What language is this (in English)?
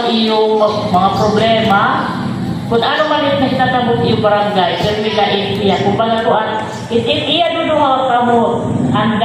Waray